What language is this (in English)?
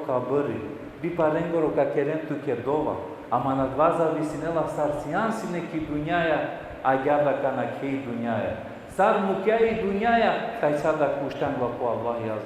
Balkan Romani